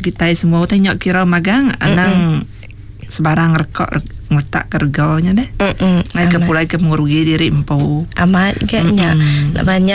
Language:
Iban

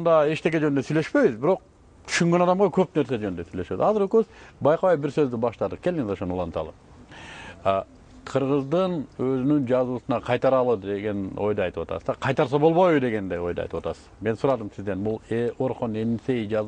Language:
Kyrgyz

